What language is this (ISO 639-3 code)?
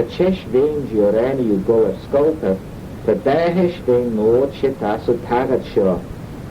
glv